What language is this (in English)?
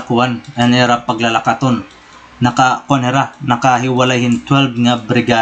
Waray